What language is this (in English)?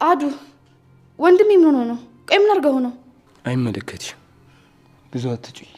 Amharic